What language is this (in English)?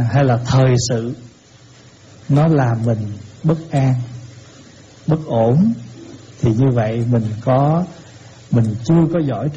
Vietnamese